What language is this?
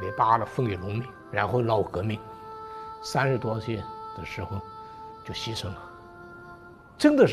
Chinese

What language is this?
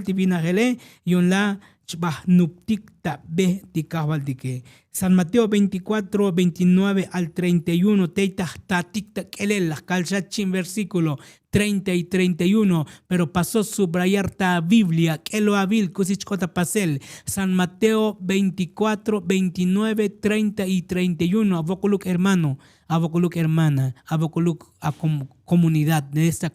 Tzotzil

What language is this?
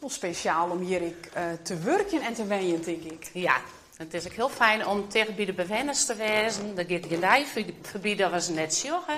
Western Frisian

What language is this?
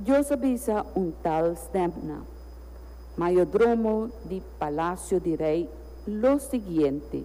Papiamento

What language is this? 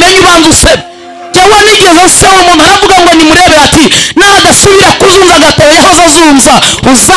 Kinyarwanda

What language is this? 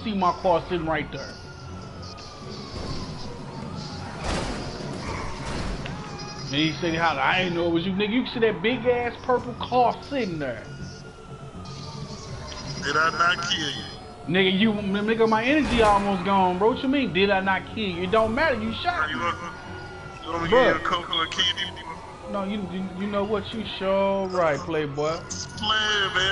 English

